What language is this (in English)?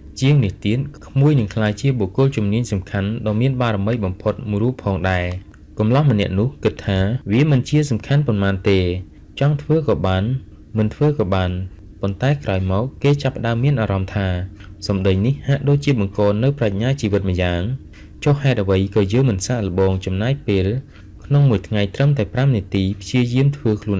Khmer